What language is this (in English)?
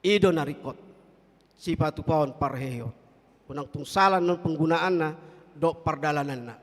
Batak Toba